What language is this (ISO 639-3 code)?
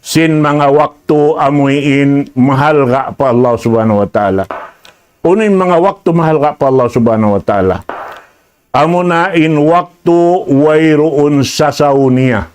tsg